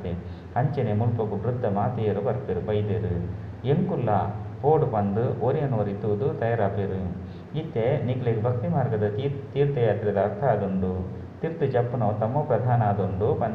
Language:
Tulu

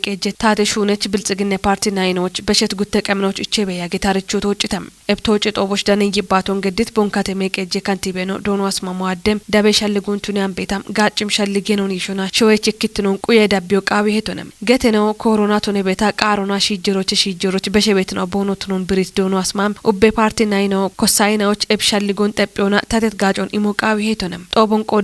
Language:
Kafa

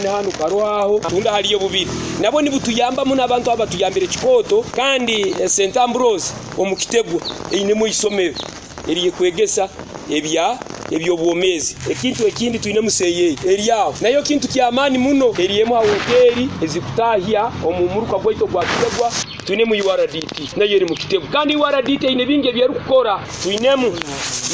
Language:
Nyoro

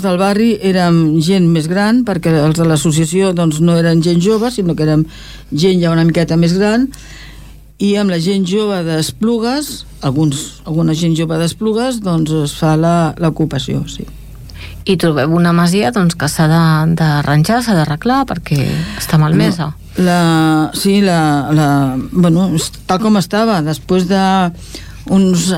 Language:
Catalan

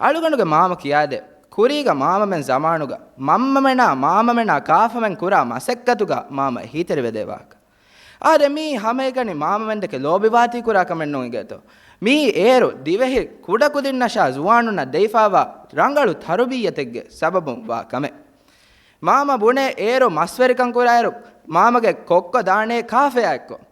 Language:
Divehi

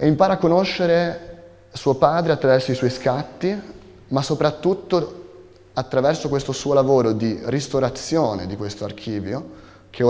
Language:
Italian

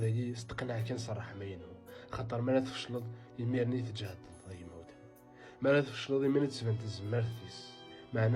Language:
Kabyle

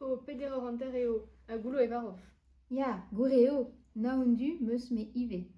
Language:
Breton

